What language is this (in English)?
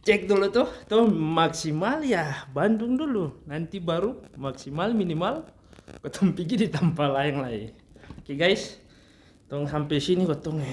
Ambonese Malay